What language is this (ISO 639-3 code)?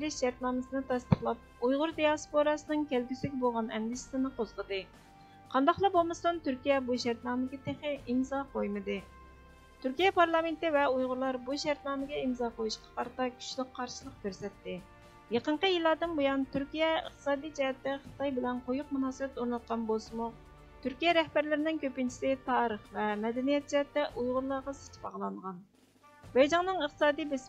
uig